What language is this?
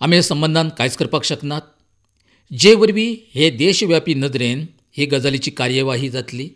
Konkani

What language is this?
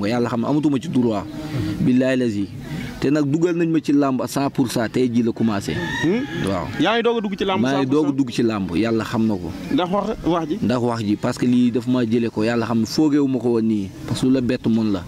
Wolof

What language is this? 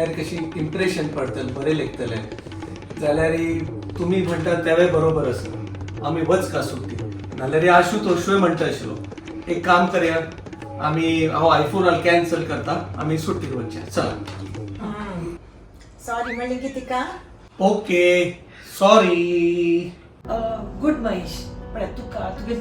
Konkani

